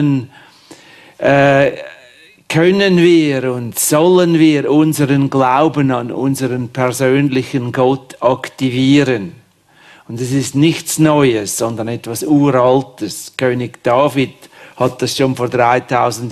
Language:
German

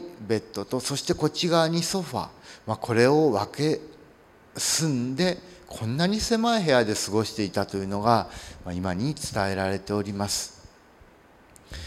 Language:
Japanese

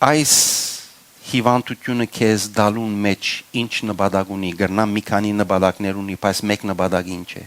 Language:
Western Armenian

